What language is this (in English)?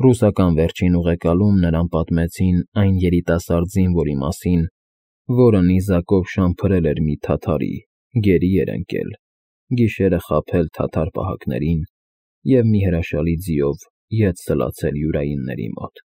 Armenian